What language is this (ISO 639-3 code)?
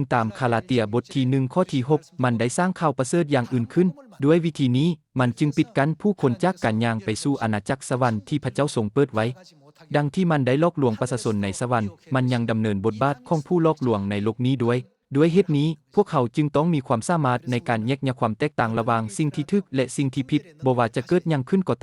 lao